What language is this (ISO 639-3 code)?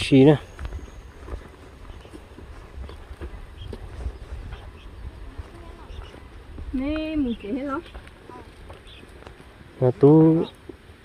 vie